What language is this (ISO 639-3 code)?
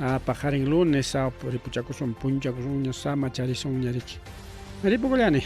quy